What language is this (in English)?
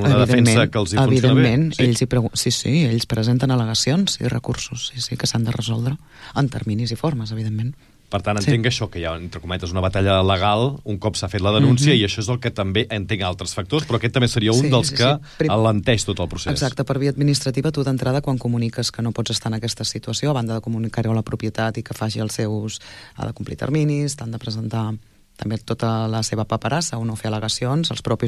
Catalan